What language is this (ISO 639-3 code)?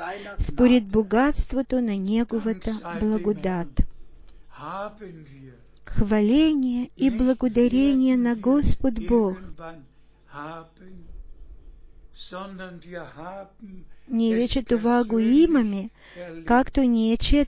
bul